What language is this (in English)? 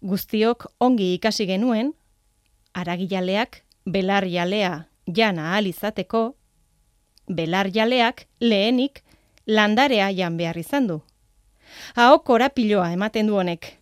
Basque